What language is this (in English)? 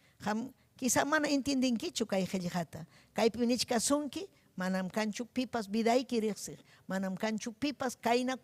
Ayacucho Quechua